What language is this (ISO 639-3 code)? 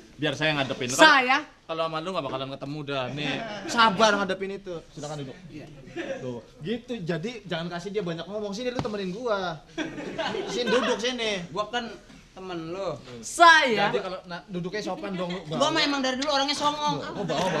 bew